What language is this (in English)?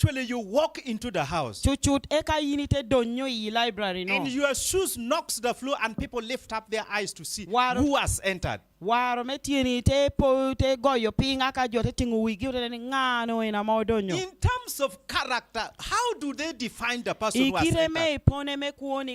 Lango (Uganda)